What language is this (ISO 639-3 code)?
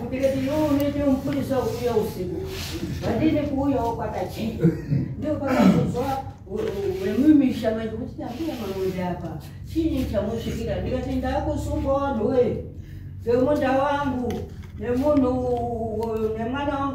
sna